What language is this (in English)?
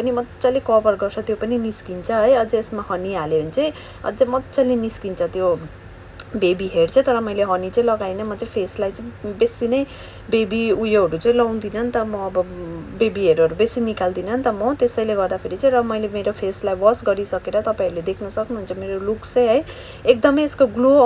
Nepali